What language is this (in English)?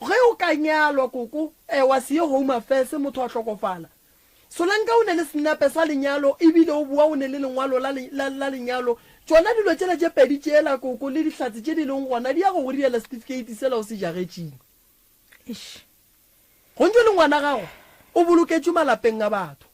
Northern Sotho